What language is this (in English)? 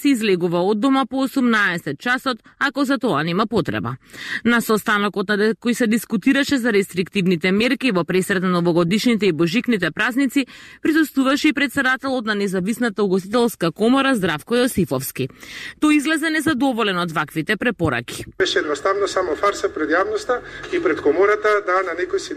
Macedonian